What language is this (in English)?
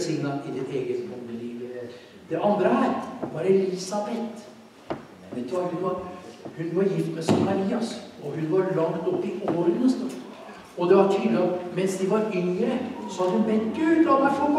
Norwegian